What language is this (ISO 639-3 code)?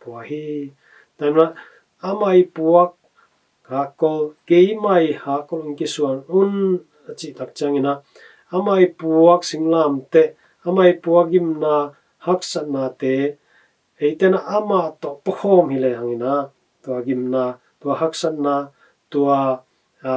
ctd